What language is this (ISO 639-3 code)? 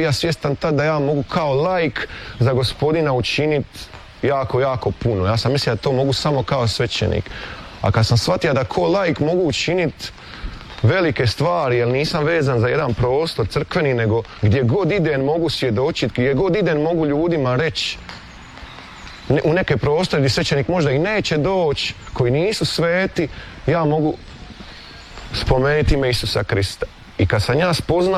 hrv